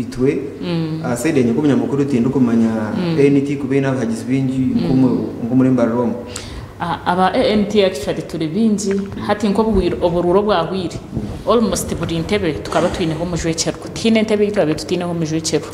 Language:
Nyankole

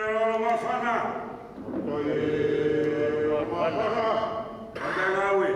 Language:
Tongan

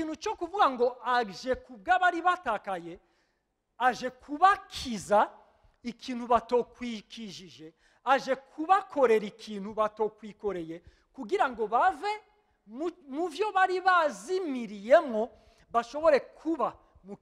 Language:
Rundi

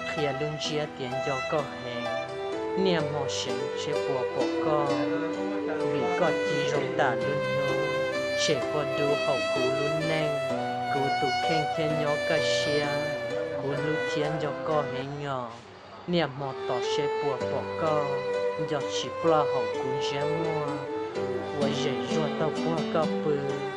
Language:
Hmong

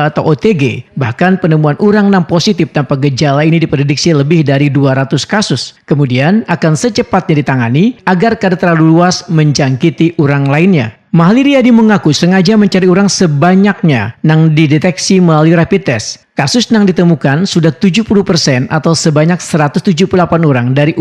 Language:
Banjar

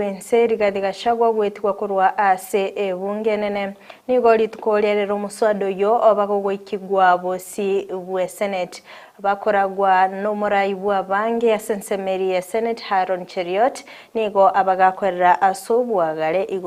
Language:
Gusii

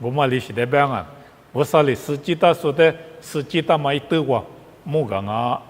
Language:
Lisu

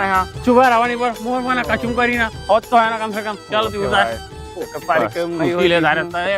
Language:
Chhattisgarhi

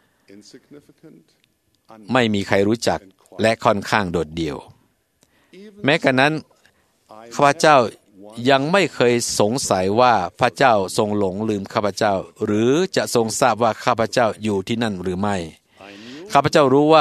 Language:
Thai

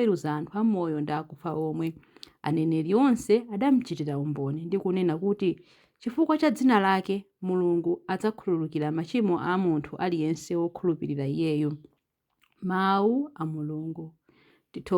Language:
Nyanja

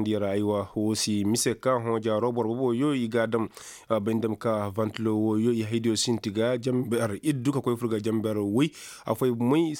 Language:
Koyraboro Senni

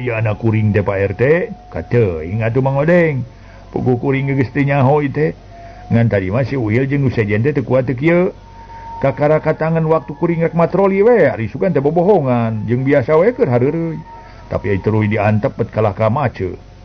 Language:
Sundanese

